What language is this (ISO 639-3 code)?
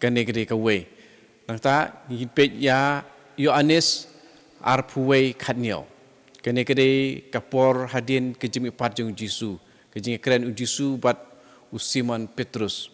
kha